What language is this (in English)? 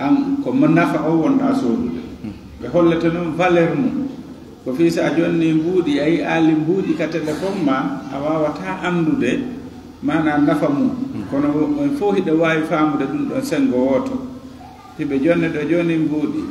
Fula